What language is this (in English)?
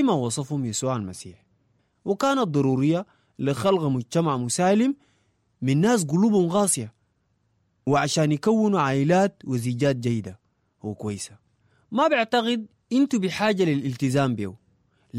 Sudanese Arabic